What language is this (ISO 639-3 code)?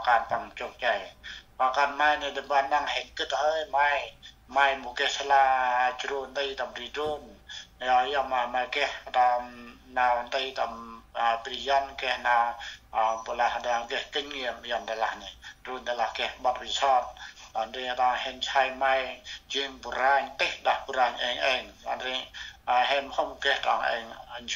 cmo